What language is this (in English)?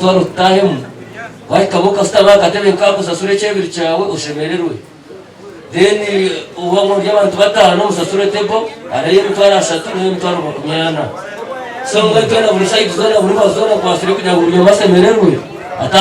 Nyankole